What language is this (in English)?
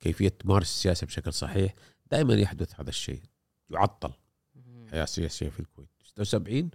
Gulf Arabic